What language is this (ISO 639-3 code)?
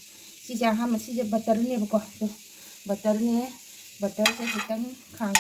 mni